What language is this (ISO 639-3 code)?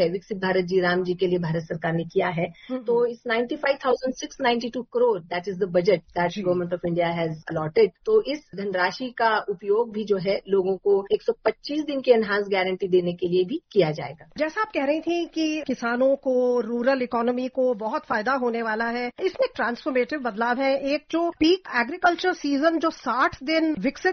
hin